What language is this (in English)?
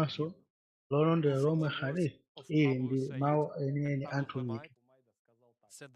Nyanja